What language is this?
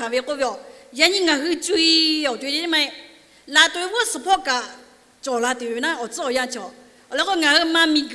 Lahu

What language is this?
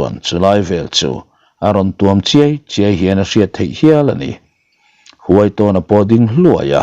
Mizo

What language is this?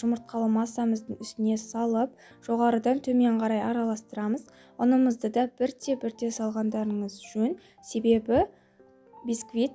Kazakh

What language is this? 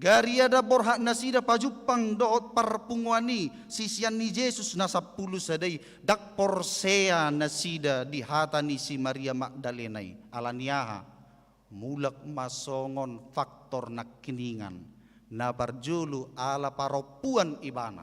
Batak Toba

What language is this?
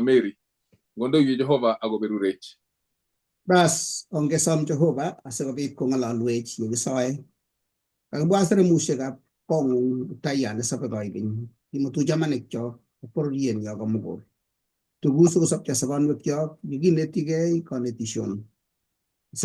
Kalenjin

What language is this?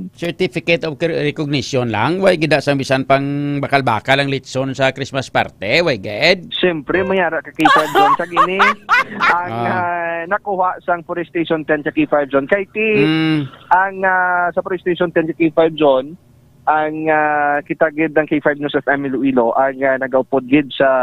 Hiligaynon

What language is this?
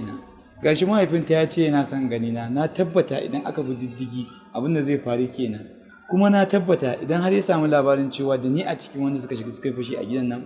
Hausa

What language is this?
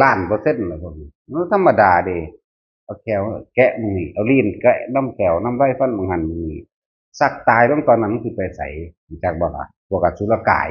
Northeastern Thai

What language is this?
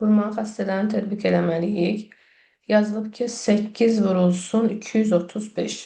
Azerbaijani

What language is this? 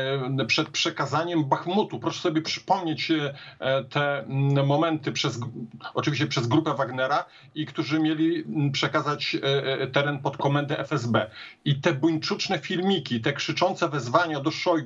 Polish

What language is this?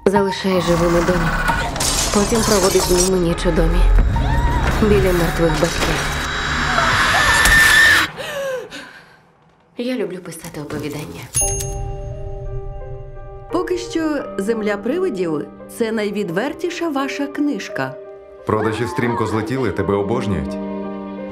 Ukrainian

